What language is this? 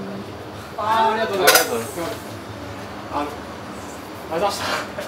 Japanese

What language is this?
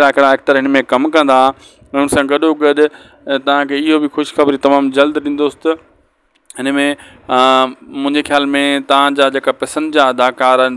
Sindhi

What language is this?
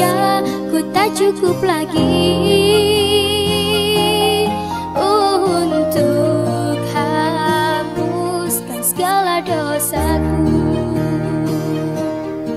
Indonesian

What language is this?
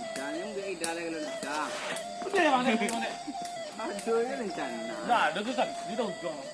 Minangkabau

